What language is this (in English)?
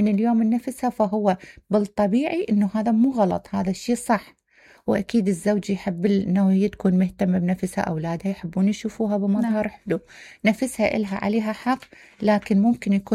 Mesopotamian Arabic